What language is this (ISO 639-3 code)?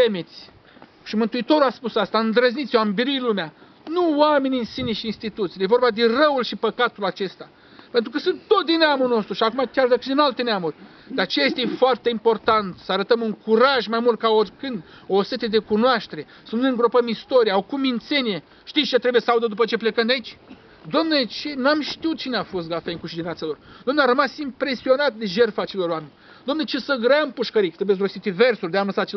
ron